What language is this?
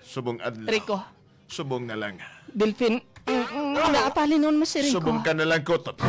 Hiligaynon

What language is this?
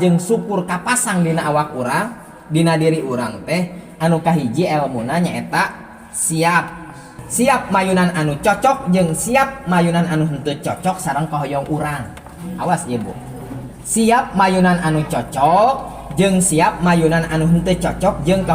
Sundanese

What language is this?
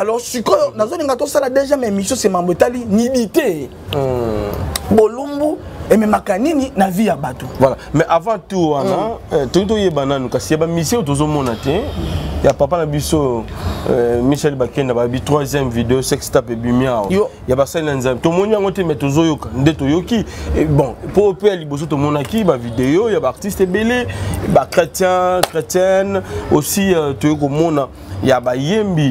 Lingala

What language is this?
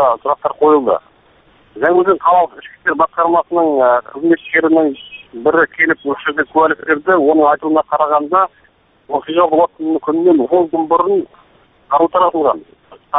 Kazakh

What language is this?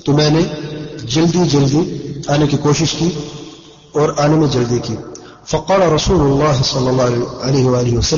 Urdu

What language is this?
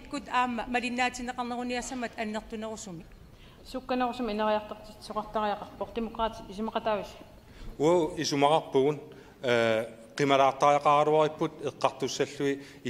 Kalaallisut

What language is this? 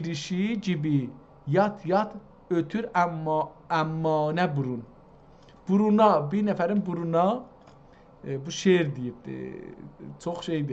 South Azerbaijani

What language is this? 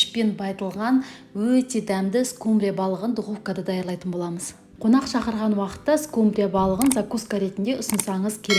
Kazakh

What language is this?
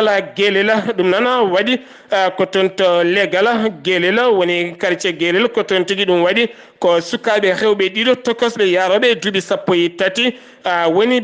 Fula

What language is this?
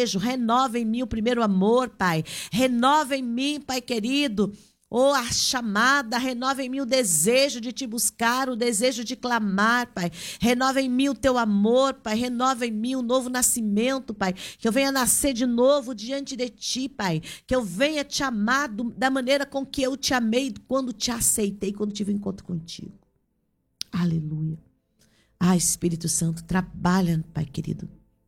Portuguese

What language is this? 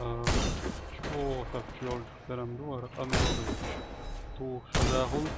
Chechen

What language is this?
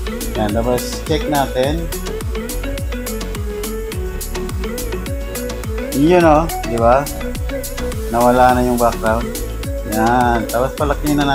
Filipino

